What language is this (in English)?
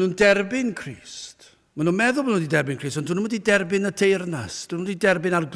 Welsh